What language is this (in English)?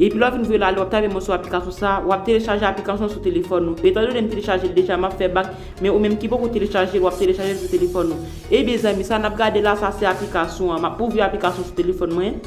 Haitian Creole